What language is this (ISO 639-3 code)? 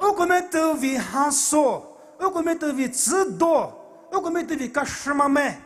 pmx